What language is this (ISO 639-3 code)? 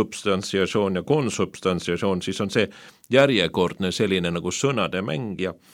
est